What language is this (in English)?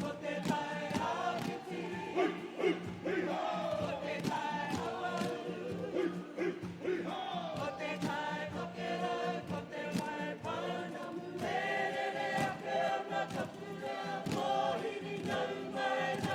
Māori